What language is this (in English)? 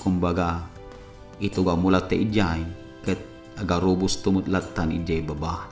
Iloko